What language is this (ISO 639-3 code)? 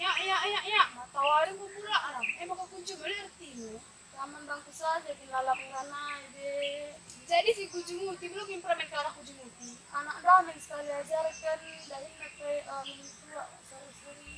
btx